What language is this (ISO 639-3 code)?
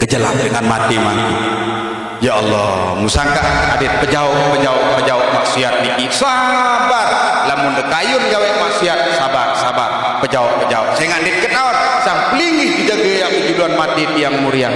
sas